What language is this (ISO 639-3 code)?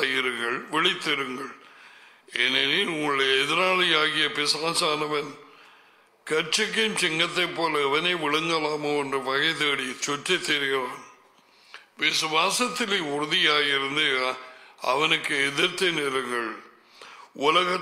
tam